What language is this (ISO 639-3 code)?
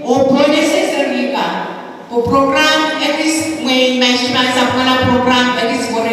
pon